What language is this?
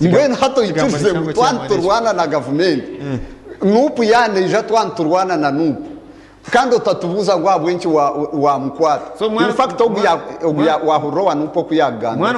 Nyankole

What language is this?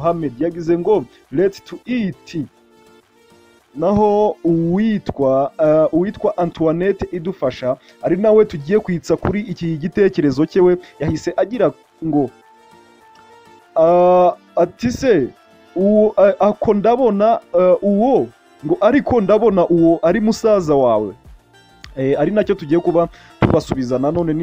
Kinyarwanda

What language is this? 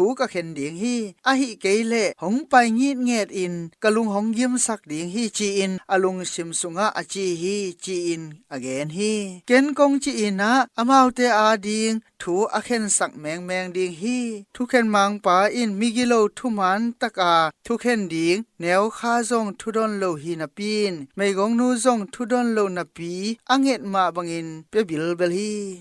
Tedim Chin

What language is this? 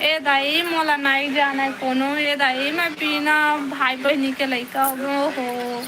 Chhattisgarhi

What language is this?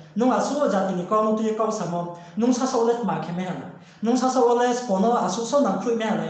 Riang (India)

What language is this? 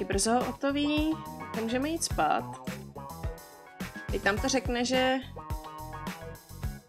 Czech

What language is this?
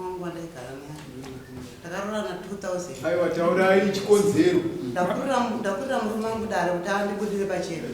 Shona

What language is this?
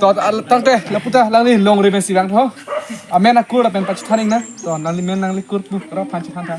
Karbi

